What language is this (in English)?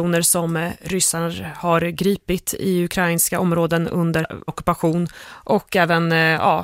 Swedish